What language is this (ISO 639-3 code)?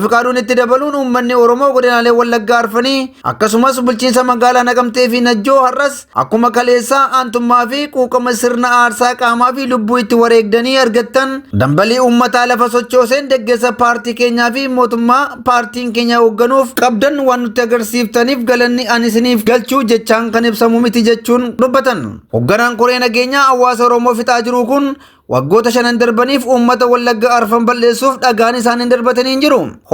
orm